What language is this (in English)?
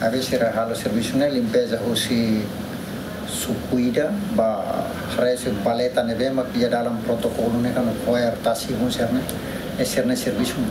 Tetum